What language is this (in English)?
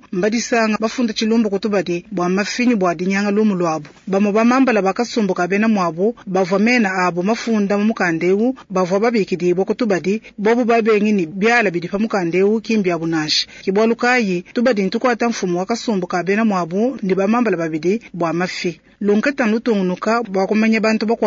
Luba-Lulua